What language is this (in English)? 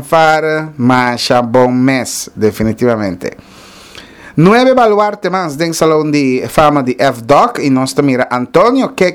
Papiamento